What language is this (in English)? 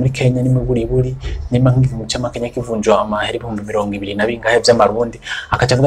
Rundi